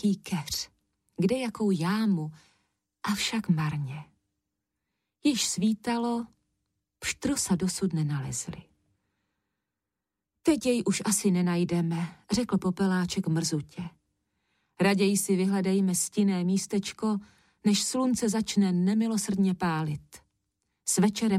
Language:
Czech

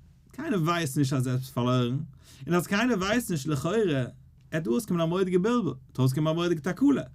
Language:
Yiddish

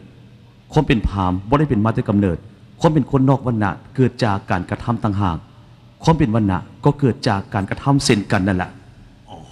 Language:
Lao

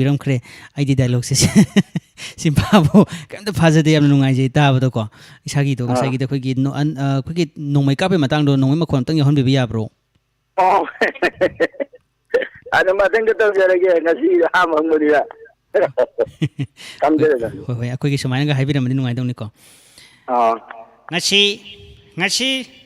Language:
Manipuri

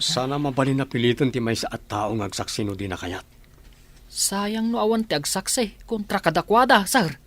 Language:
Iloko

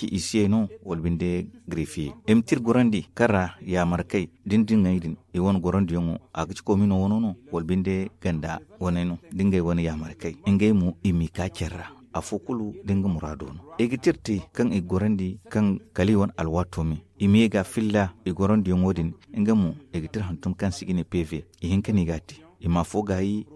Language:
Zarma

